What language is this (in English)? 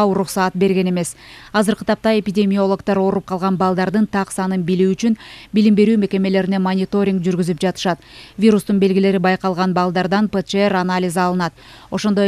Kyrgyz